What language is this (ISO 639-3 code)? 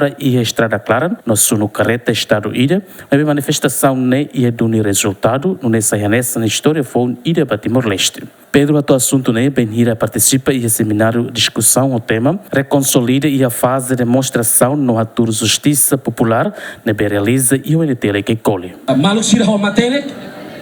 tet